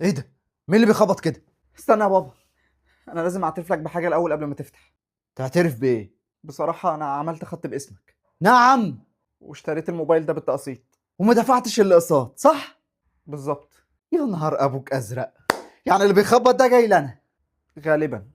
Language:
Egyptian Arabic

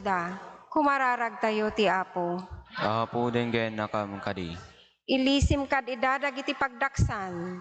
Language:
Iloko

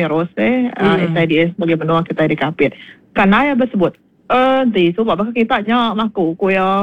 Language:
Iban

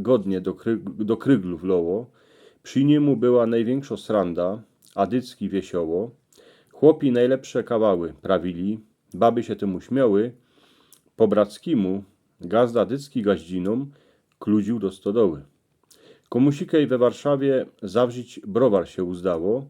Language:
Silesian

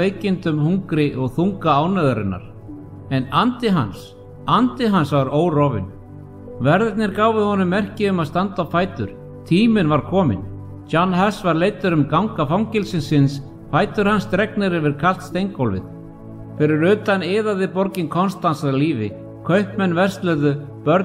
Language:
Icelandic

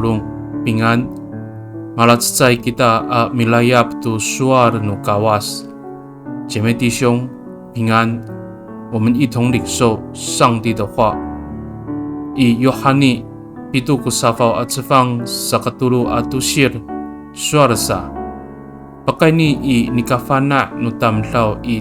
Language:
Amis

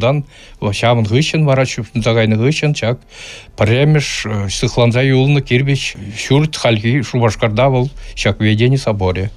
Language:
Chuvash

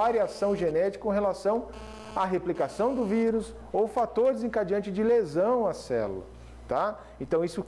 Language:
Portuguese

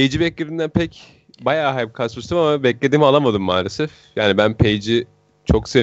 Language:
Turkish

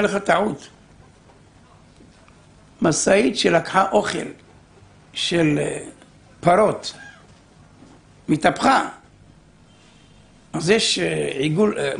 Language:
Hebrew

